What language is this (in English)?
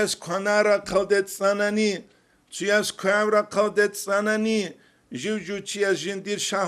Avaric